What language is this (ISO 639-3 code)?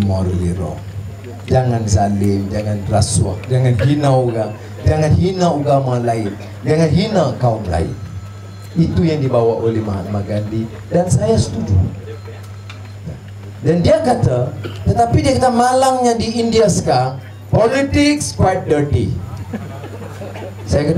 msa